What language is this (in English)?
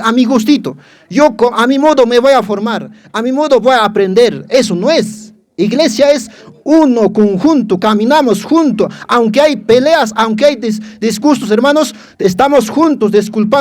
Quechua